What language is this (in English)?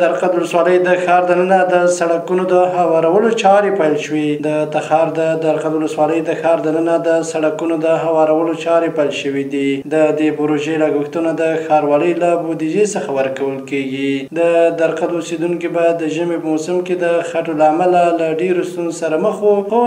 Pashto